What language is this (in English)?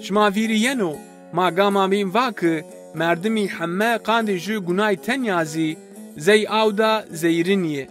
Zaza